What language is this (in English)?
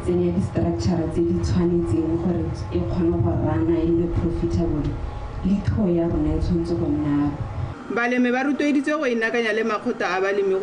Tswana